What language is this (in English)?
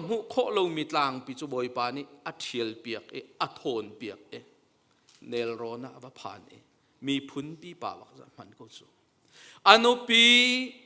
Hakha Chin